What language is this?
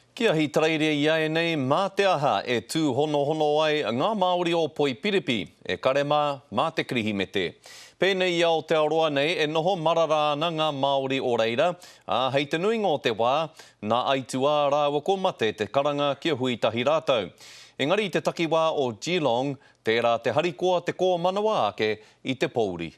Māori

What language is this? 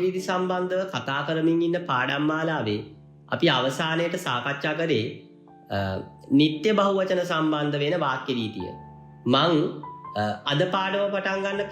Sinhala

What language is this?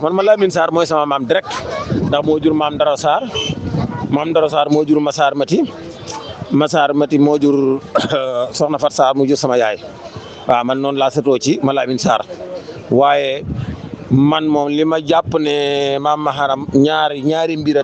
Wolof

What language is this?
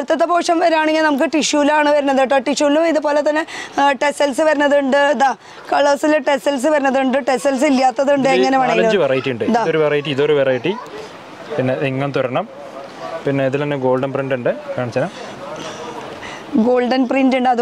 Malayalam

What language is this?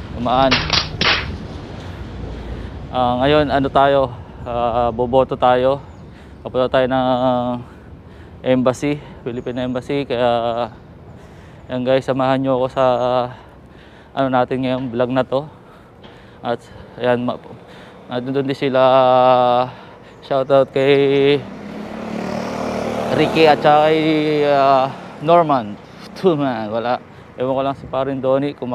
Filipino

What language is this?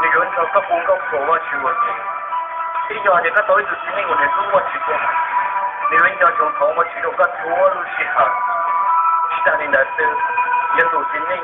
Hmong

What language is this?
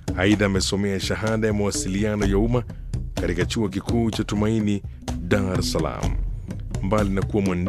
Swahili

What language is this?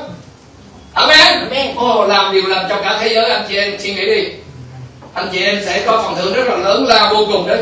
Vietnamese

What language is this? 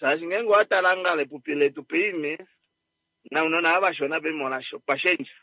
Kuanyama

